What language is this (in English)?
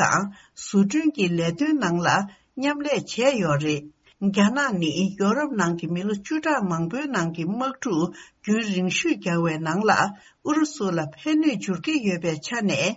Tibetan